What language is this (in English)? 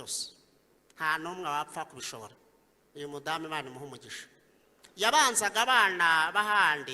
Kinyarwanda